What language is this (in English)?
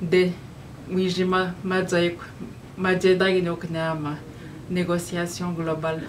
Atikamekw